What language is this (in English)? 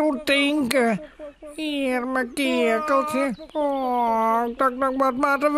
Western Frisian